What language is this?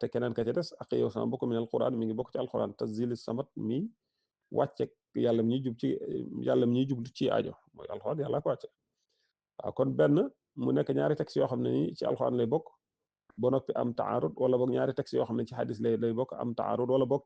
Wolof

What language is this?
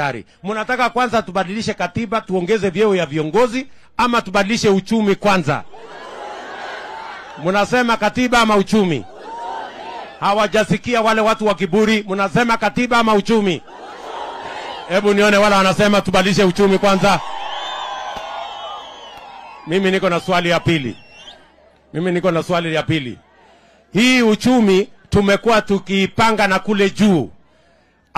Swahili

